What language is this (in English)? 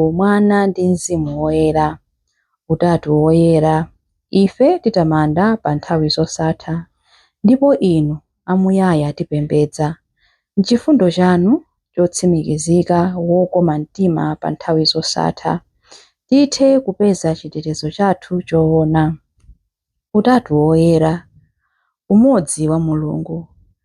Nyanja